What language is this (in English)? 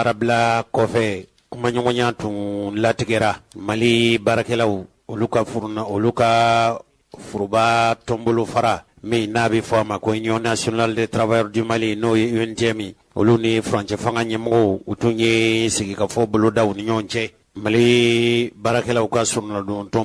Bambara